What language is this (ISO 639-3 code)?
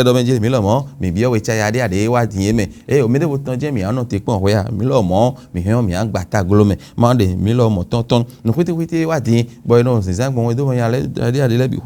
fon